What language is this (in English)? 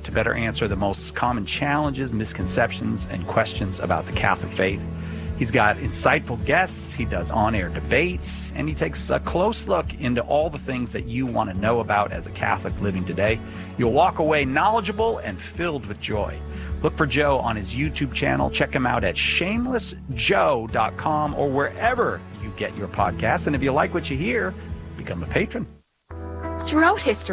English